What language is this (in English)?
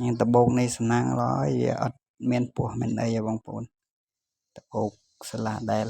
Khmer